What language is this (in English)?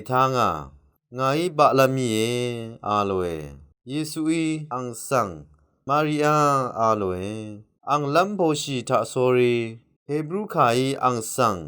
Rawang